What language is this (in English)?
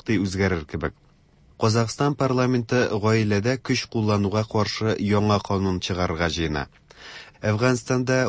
Tatar